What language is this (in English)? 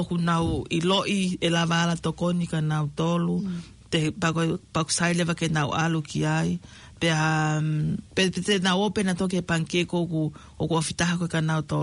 Tongan